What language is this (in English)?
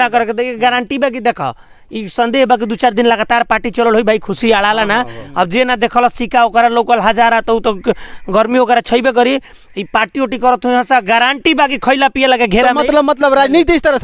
Bhojpuri